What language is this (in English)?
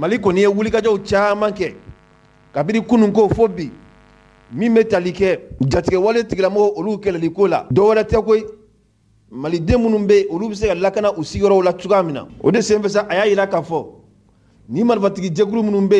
Mandingo